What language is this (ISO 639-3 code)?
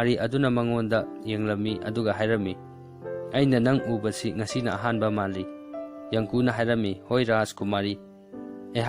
mni